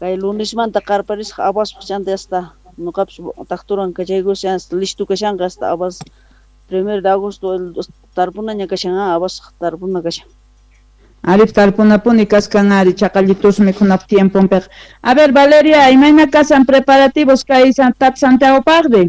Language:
Quechua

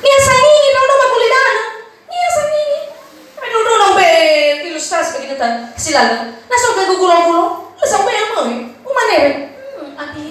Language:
Nias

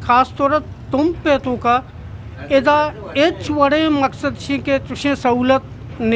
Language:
Eastern Balochi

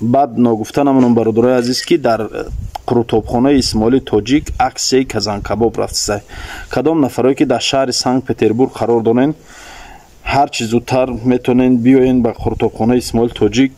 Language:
Tajik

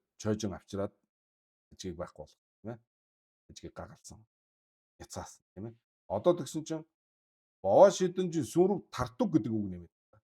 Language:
Mongolian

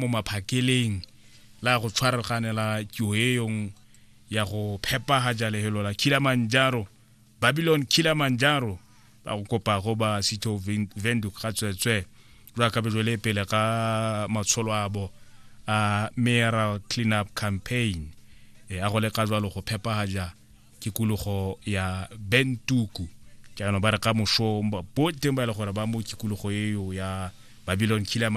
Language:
Tswana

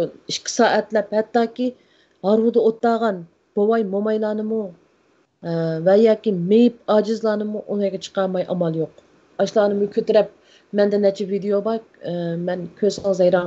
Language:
Uyghur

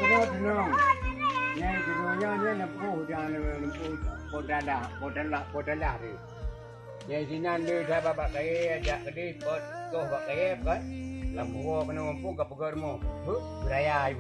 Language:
Achinese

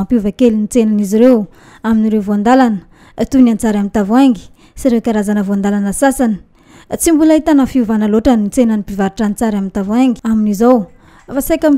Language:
Malagasy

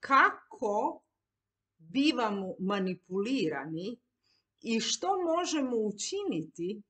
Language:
Serbian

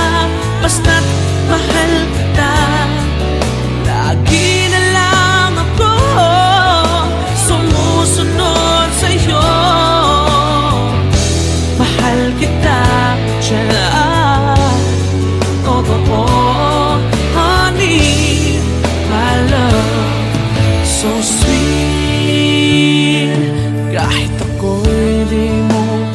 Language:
Filipino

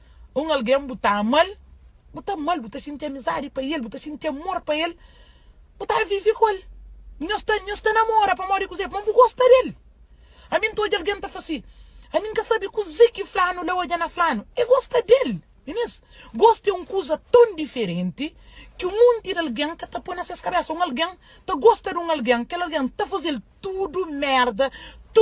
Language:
Kabuverdianu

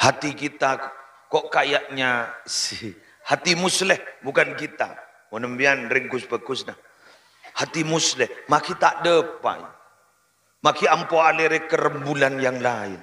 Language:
Madurese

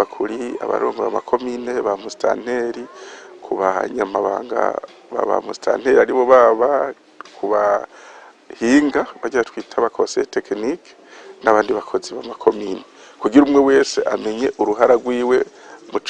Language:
Rundi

